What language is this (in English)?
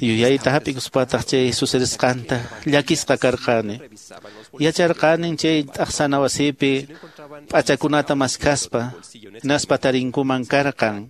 Quechua